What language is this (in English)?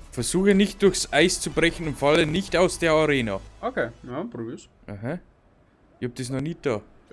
Bavarian